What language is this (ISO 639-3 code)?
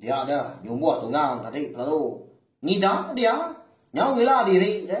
iba